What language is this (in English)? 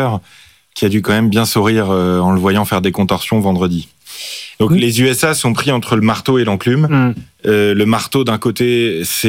French